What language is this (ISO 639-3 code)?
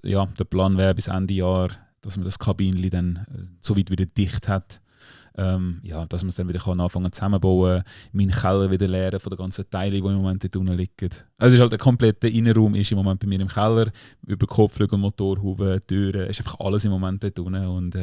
gsw